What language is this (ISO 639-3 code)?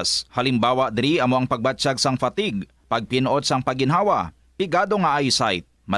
hil